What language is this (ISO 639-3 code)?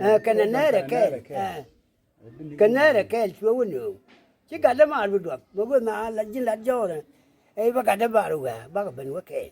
nus